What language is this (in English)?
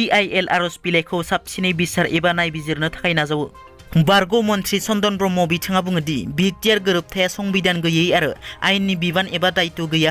Bodo